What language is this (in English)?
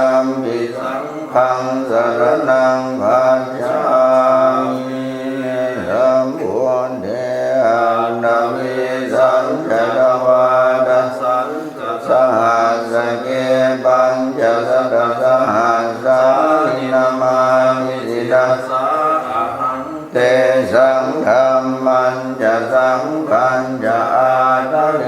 Pali